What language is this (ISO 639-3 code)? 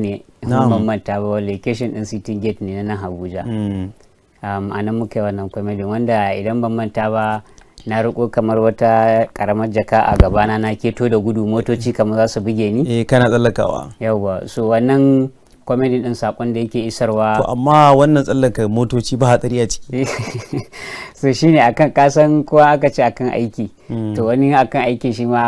hau